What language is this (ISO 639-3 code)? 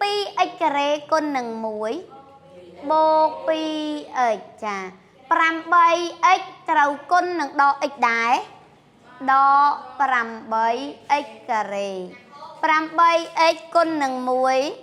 khm